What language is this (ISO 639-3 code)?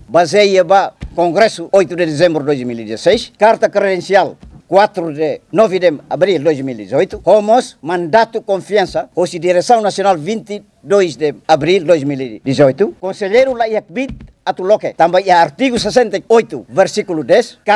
tet